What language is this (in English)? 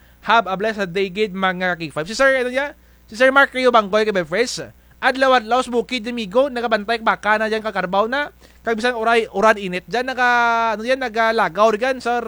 Kinaray-a